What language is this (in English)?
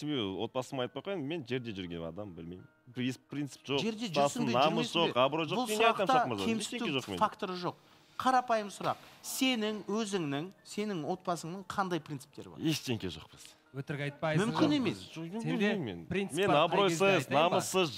Kazakh